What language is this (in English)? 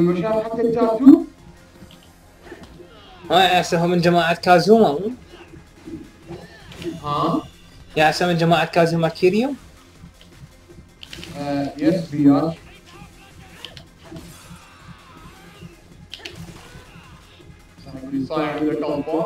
Mesopotamian Arabic